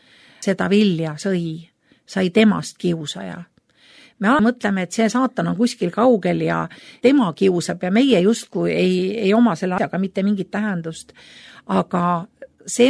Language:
Estonian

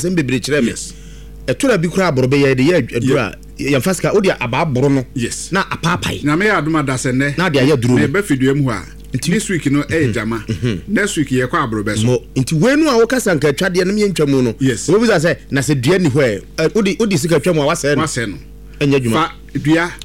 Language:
Akan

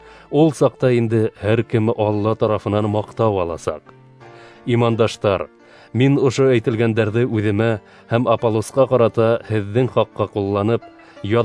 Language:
Bashkir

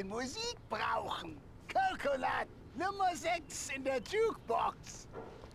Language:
Swiss German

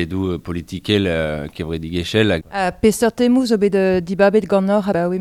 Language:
Breton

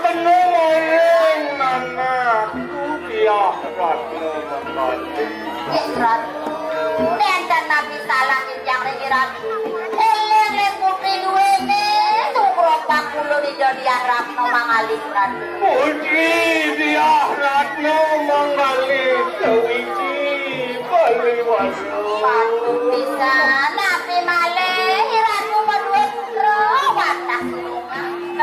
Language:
Balinese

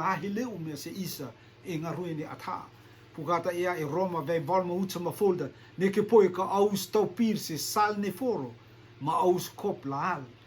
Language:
Rotuman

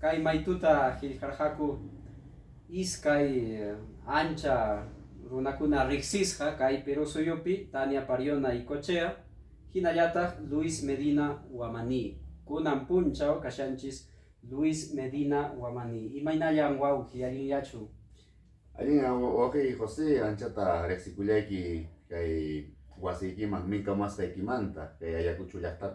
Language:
Ayacucho Quechua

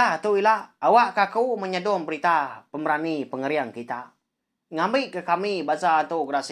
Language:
Iban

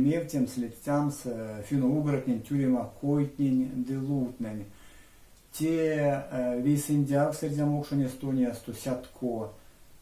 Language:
Erzya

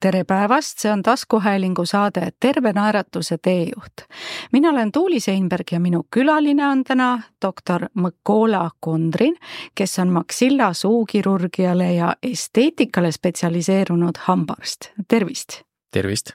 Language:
Estonian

